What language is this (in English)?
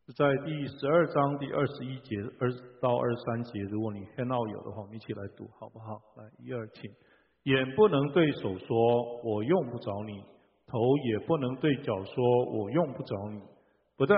Chinese